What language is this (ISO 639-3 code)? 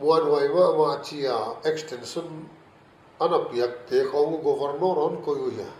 pck